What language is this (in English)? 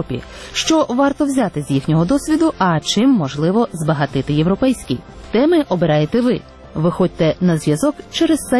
Ukrainian